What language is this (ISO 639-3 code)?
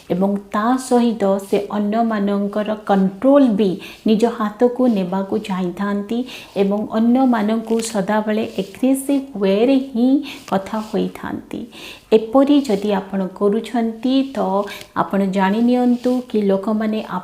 ori